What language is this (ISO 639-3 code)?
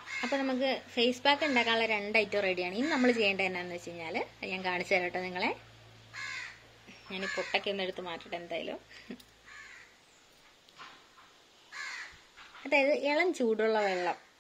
mal